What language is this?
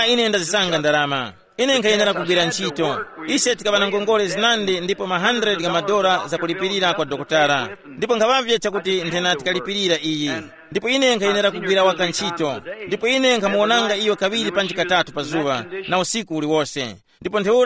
Tumbuka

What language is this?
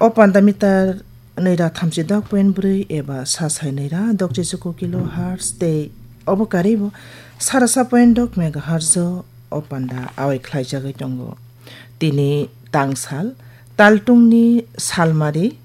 Kok Borok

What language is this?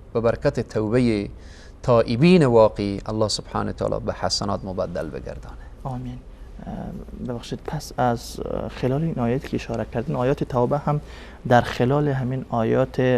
Persian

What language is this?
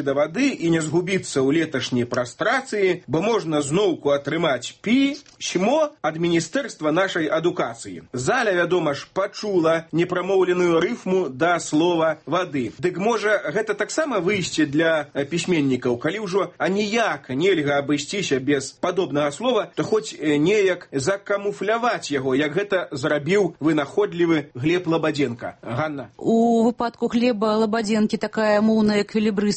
Belarusian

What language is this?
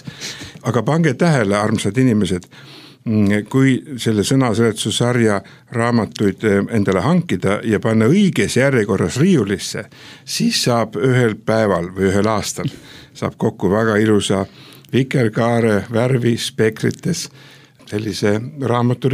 Estonian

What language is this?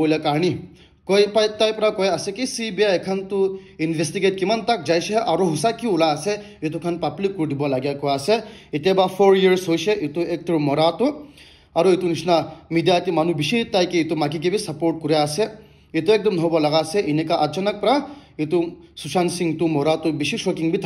Naga Pidgin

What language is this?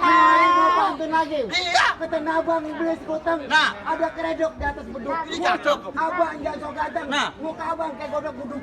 Betawi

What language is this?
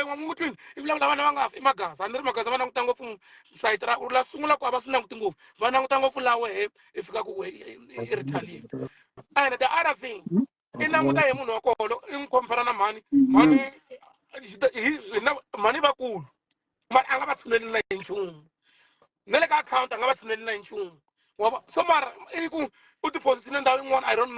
Tsonga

